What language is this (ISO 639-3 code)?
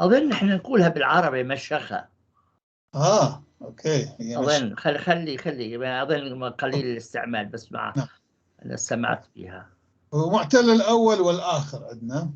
apc